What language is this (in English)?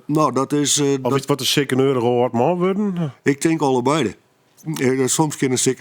Western Frisian